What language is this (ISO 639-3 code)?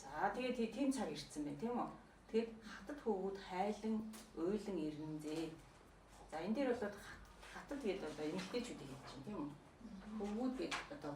mon